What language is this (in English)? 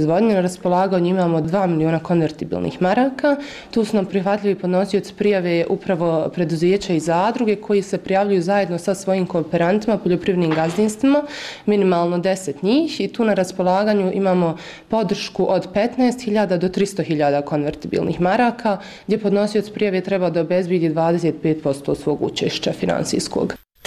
Bosnian